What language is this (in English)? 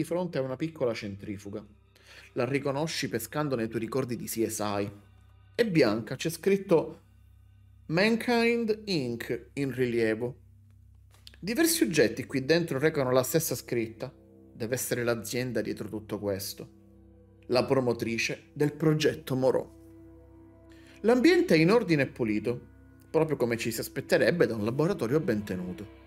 Italian